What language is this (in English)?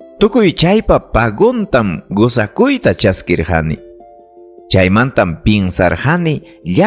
Ayacucho Quechua